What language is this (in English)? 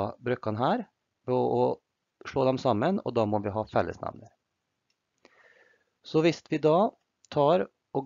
Norwegian